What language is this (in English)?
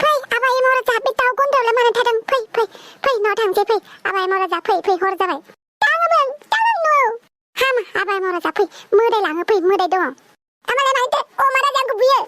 Bodo